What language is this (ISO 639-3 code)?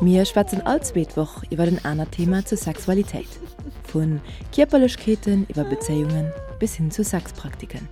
ltz